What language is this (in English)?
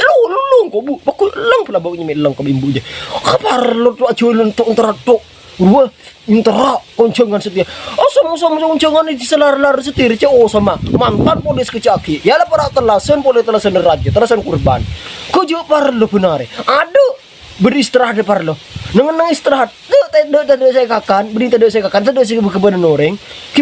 Madurese